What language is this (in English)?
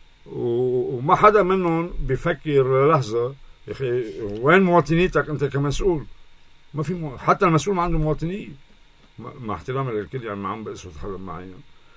North Levantine Arabic